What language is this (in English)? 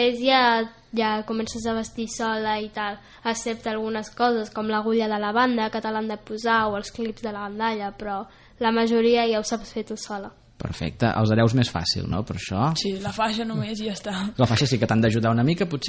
Catalan